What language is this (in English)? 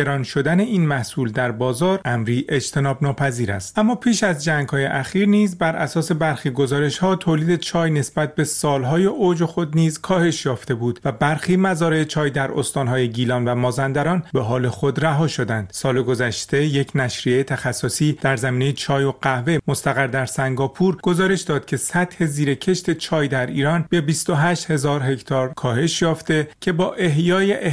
Persian